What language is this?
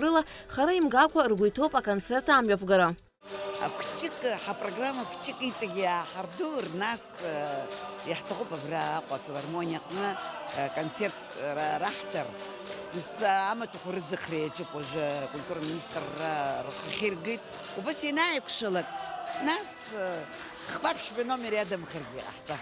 Abkhazian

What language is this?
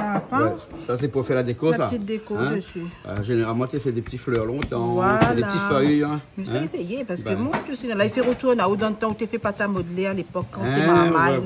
Réunion Creole French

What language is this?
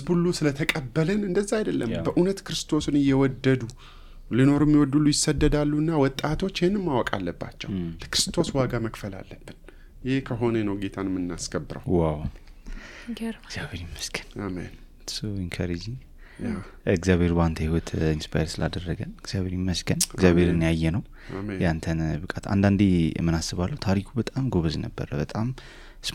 Amharic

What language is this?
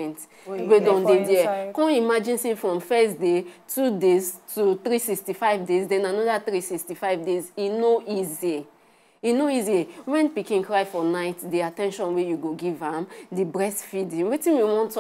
Nigerian Pidgin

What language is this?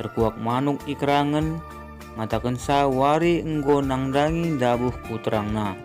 Batak Karo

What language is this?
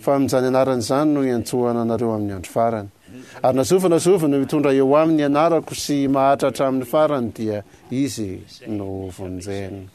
Malagasy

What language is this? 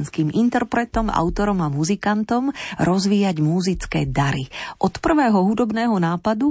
Slovak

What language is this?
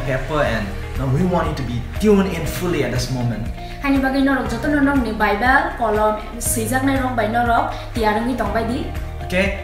Kok Borok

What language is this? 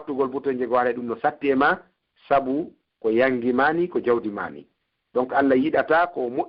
Pular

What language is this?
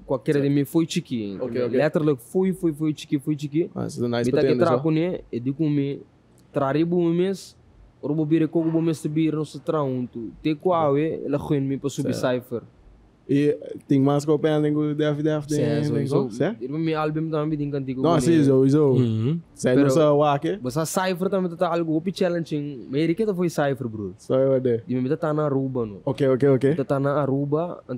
Papiamento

